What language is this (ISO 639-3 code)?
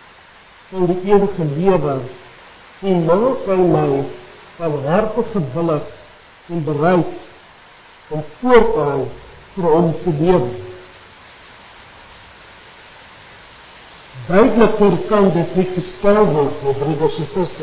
afr